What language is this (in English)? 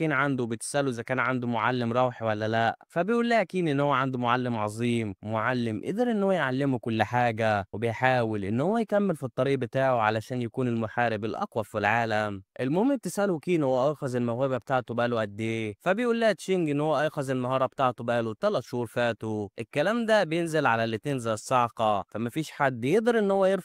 Egyptian Arabic